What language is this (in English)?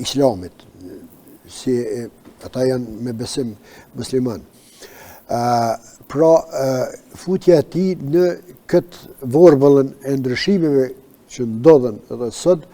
Albanian